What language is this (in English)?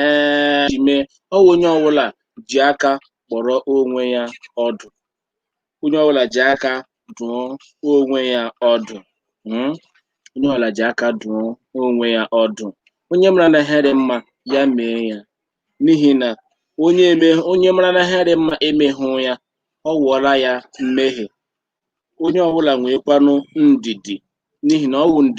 Igbo